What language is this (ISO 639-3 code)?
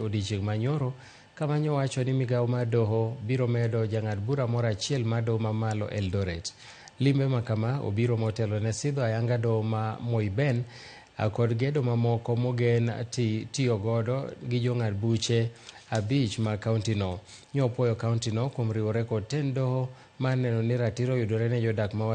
luo